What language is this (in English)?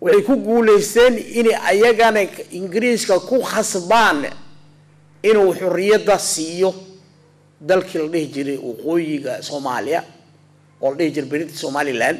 Somali